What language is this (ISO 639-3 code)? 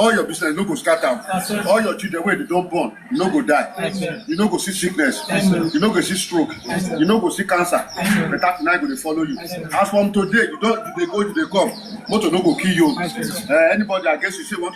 pcm